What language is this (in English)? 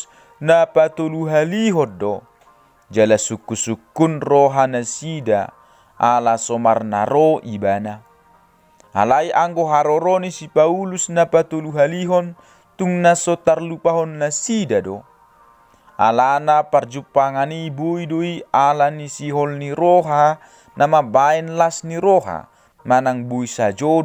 Batak Toba